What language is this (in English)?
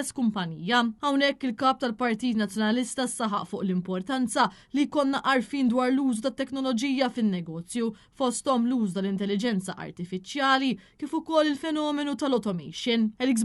Maltese